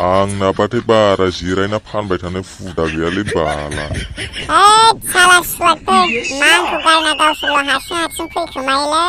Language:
Bodo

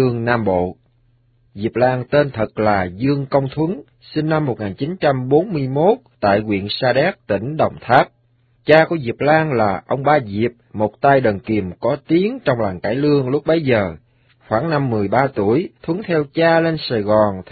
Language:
Vietnamese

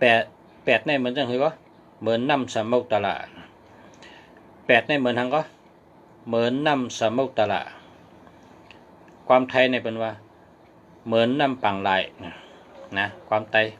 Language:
Shan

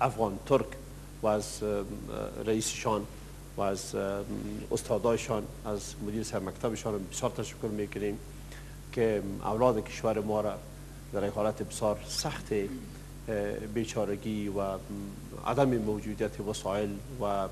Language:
Persian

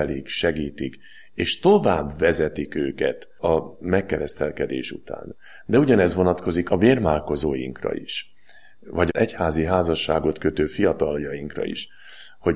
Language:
Hungarian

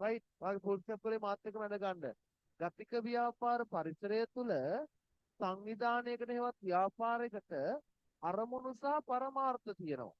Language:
Sinhala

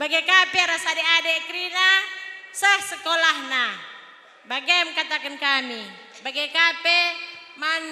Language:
Batak Karo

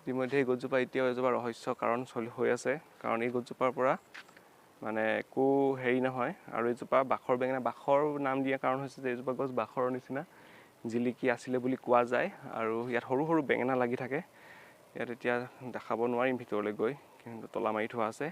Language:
Assamese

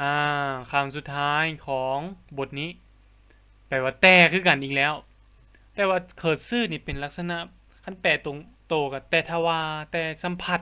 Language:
Lao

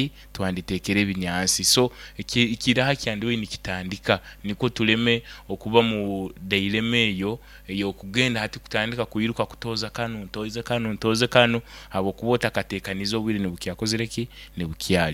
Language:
Nyoro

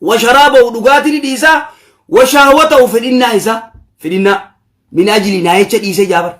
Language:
Oromo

